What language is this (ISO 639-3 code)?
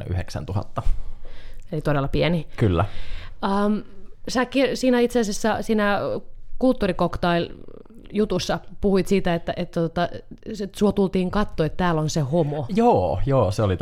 fin